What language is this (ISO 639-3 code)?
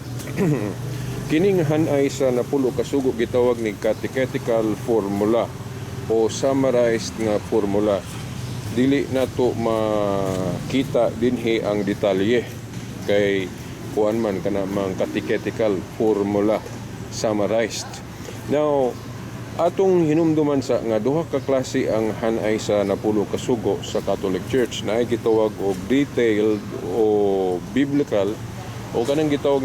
ceb